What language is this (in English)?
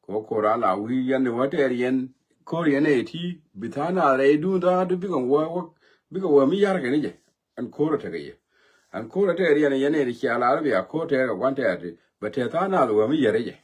Nuer